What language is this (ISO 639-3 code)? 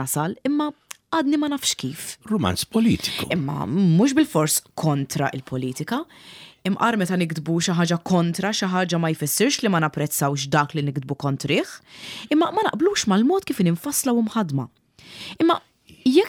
mlt